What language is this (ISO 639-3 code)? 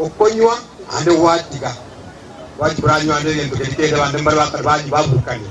guz